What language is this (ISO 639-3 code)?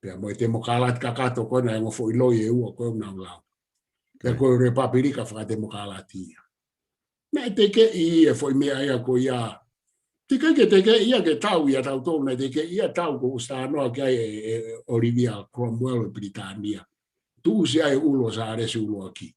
ton